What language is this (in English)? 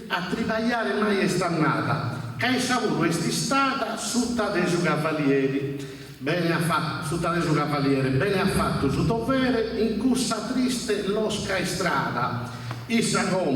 Sardinian